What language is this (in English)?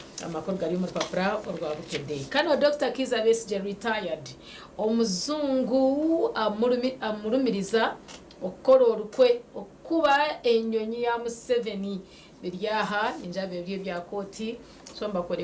Nyankole